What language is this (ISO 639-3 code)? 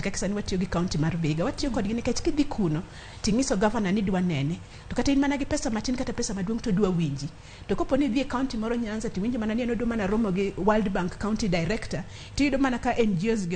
luo